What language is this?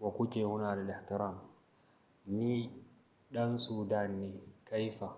Hausa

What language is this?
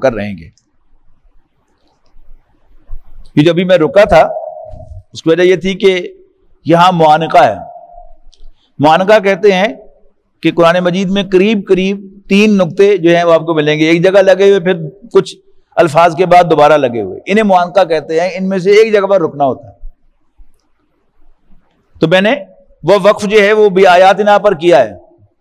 Urdu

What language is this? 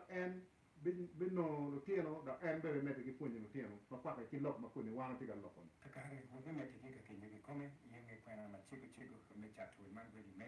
Acoli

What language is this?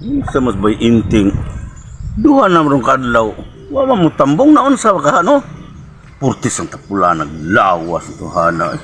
Cebuano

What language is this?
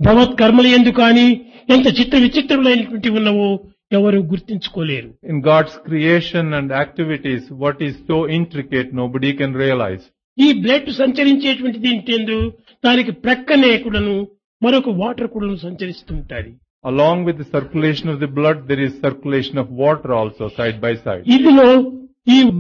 Telugu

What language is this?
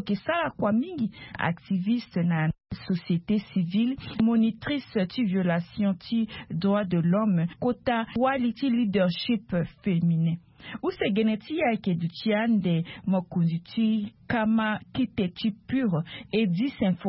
Sango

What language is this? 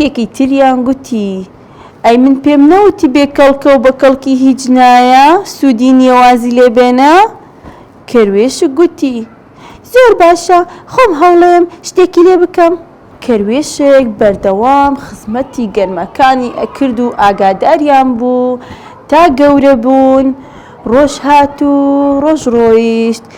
Central Kurdish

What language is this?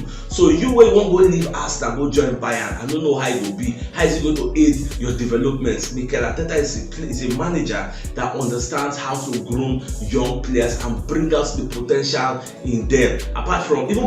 Nigerian Pidgin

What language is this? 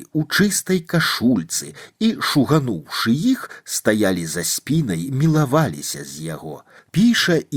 Belarusian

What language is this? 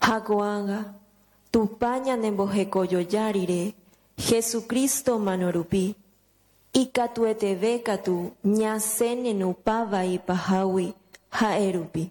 Guarani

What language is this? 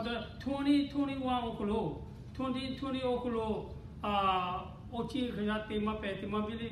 Lahu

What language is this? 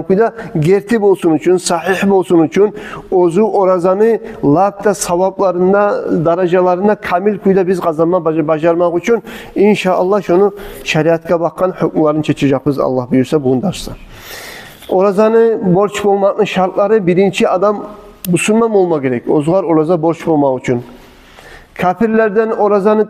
Kumyk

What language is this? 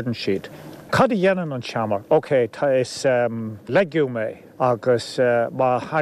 Irish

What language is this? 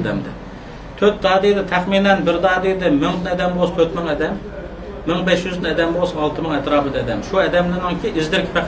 Uyghur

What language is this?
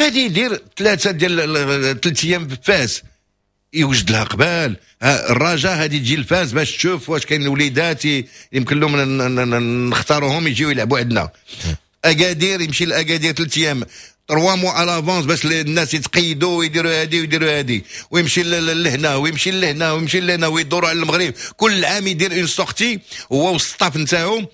Moroccan Arabic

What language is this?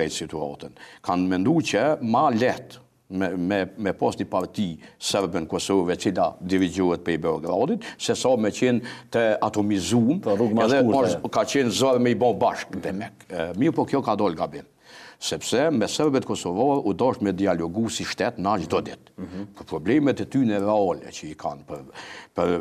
Albanian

